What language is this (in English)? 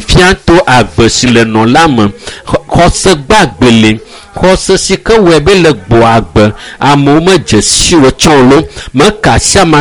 Ewe